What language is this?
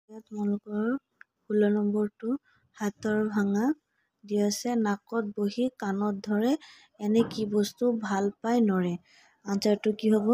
Assamese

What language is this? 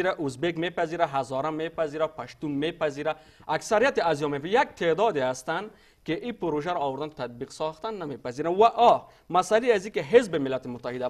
Persian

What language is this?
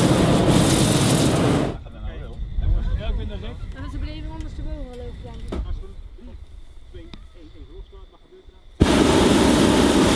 Dutch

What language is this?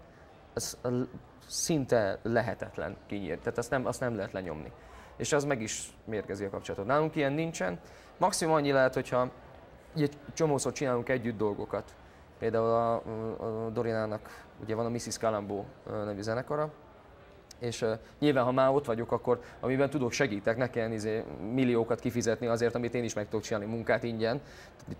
Hungarian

